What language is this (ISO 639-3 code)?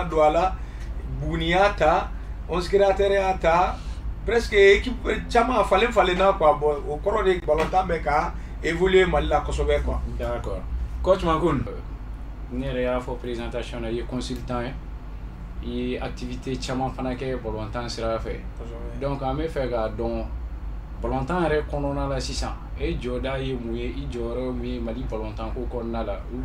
bam